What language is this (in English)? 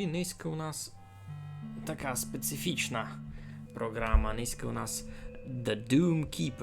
Rusyn